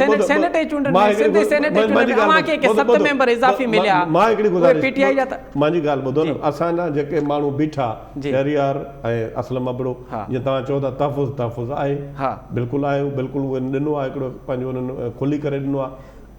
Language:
Sindhi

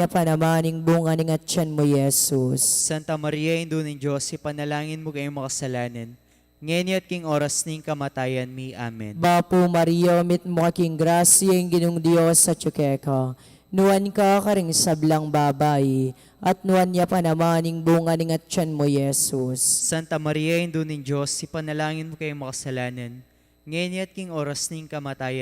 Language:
Pampanga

